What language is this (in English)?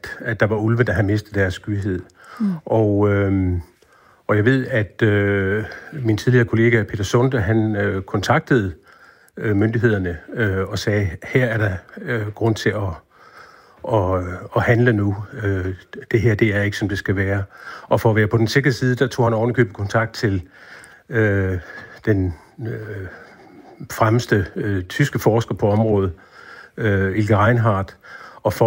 Danish